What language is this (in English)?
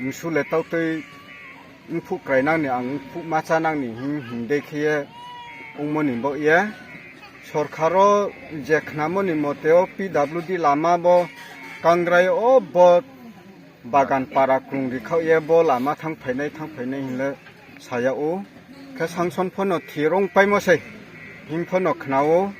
Riang (India)